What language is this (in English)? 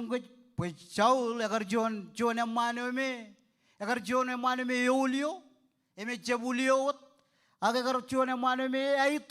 Marshallese